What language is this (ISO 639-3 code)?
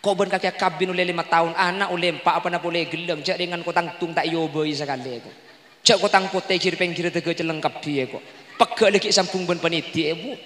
mad